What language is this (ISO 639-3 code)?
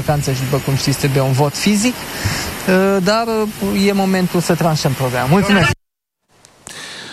ron